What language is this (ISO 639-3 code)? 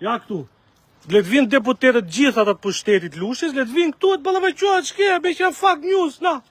sqi